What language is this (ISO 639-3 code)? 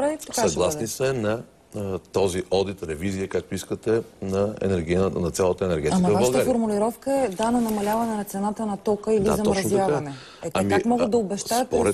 bul